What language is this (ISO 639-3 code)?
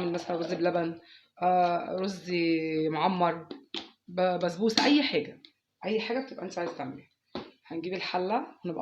arz